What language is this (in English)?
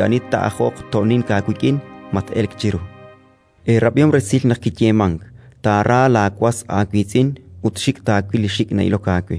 Kekchí